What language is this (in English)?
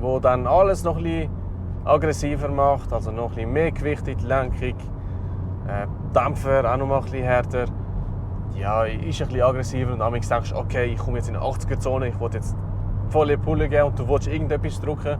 Swiss German